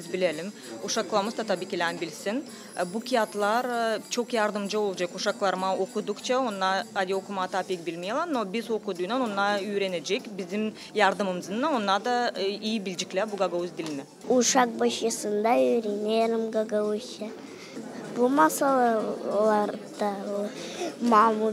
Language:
Gagauz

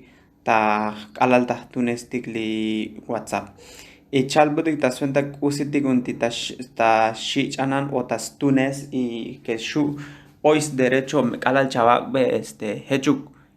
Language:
Tzotzil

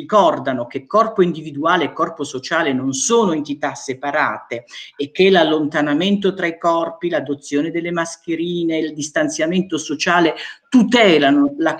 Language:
Italian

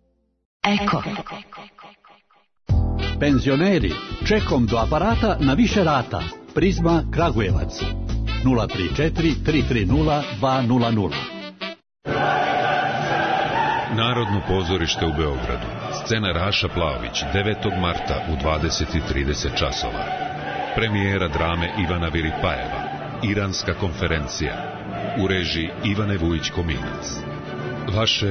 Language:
Serbian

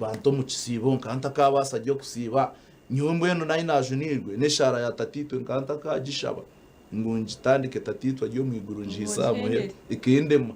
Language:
Nyankole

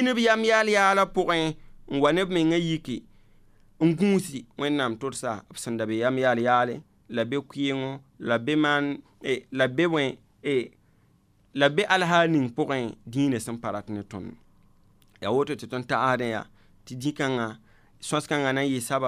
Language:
Mossi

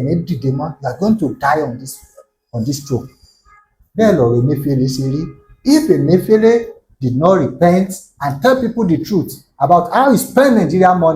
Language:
Yoruba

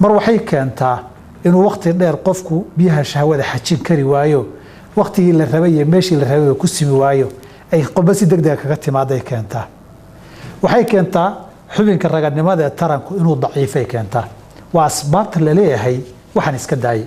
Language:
Somali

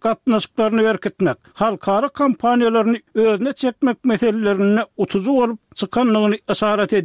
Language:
Turkmen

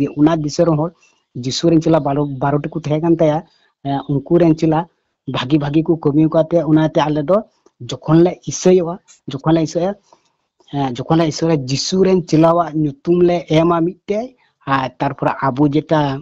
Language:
Santali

